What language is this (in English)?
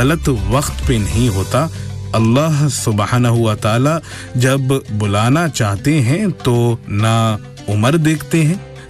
Urdu